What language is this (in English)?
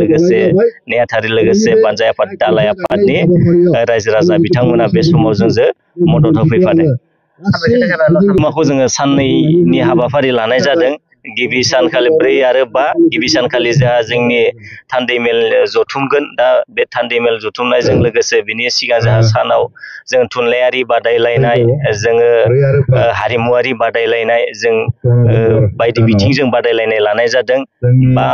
Bodo